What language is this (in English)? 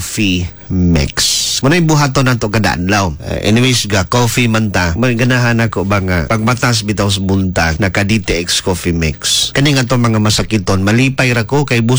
Cebuano